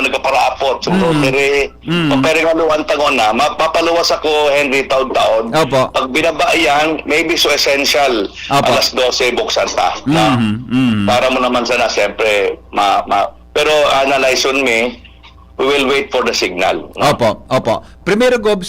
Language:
Bikol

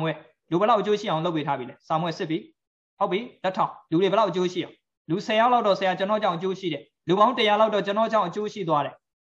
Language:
Burmese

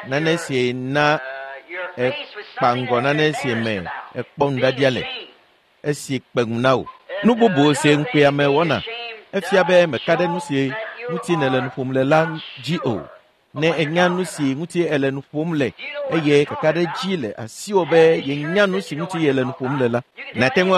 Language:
Ewe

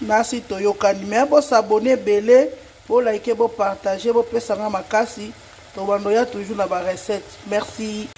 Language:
Lingala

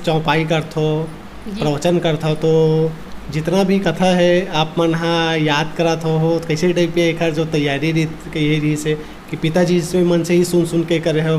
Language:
Chhattisgarhi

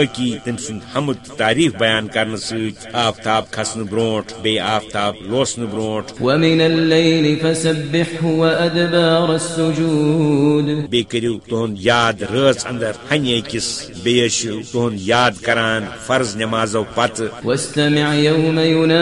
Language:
Kashmiri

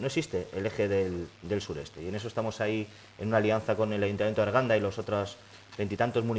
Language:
Spanish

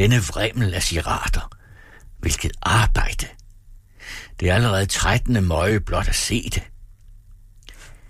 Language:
Danish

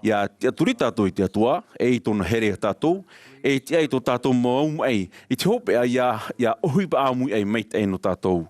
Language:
Tahitian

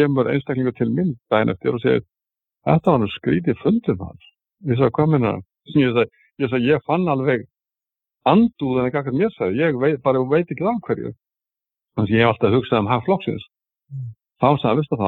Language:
Icelandic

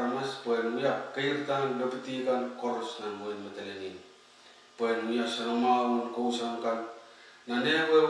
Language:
Pohnpeian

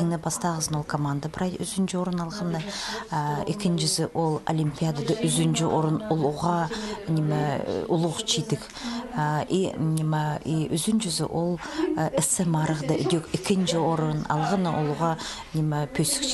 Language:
Khakas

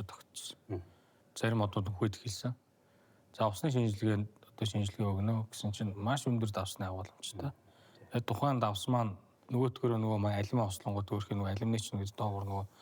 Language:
Mongolian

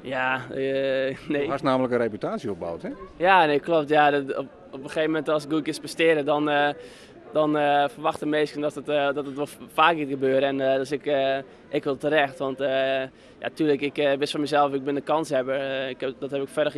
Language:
Western Frisian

